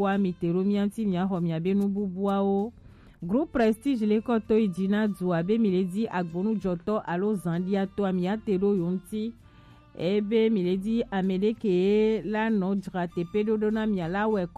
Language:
Gen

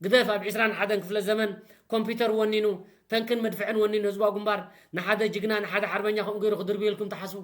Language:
Tigrinya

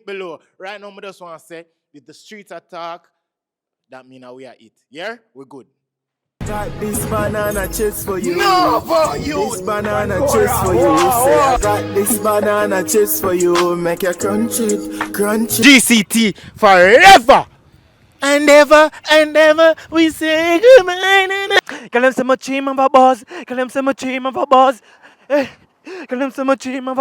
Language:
Jamaican Creole English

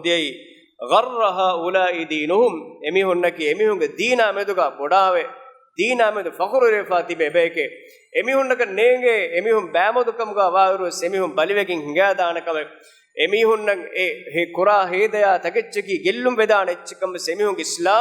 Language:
Divehi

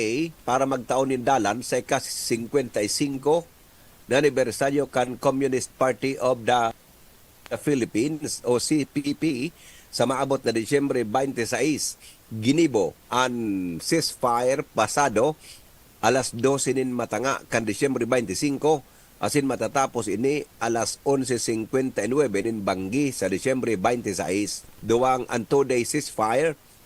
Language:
Bikol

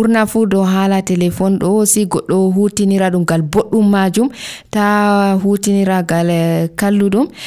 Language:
Nigerian Fulfulde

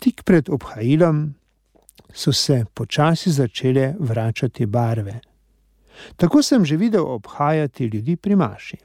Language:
Slovenian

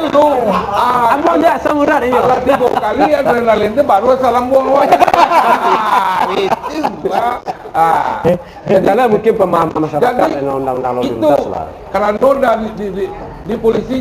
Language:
Minangkabau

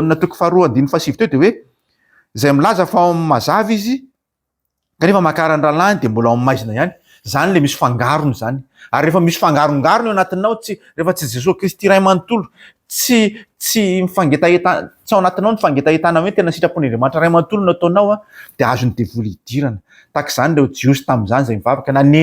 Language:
Malagasy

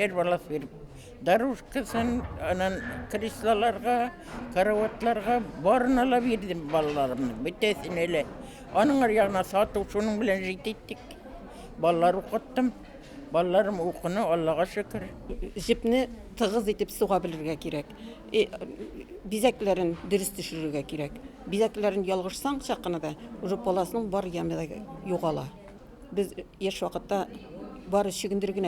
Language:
Bashkir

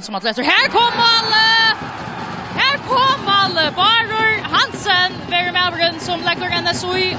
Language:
Faroese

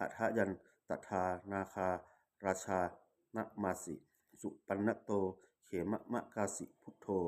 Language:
Pali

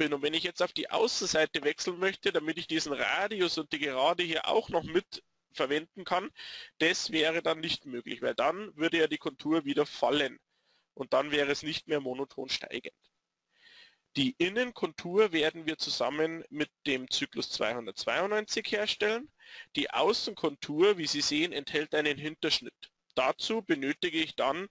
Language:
German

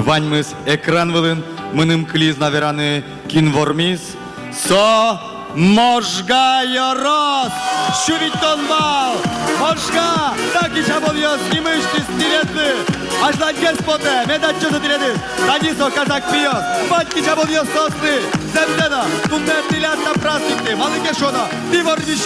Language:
Udmurt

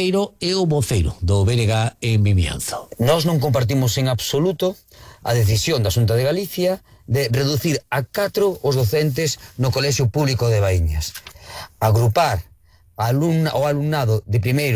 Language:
Galician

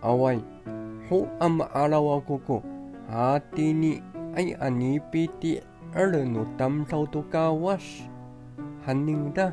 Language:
Amis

